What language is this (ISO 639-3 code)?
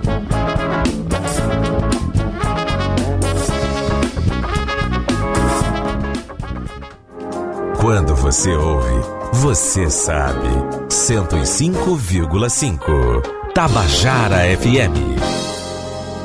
por